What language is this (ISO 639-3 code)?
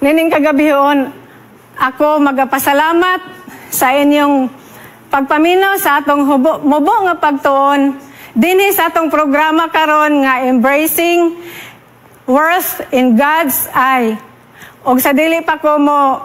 ceb